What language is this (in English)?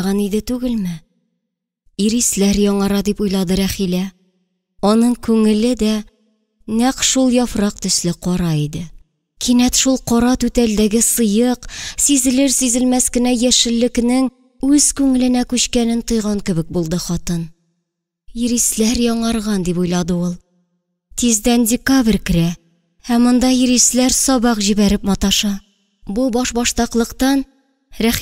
Tatar